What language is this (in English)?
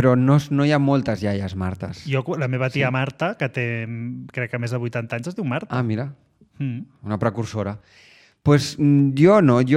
Catalan